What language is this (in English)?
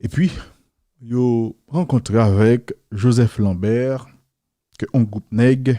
Haitian Creole